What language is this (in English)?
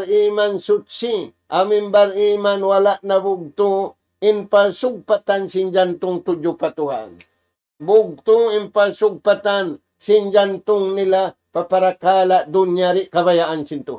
Tausug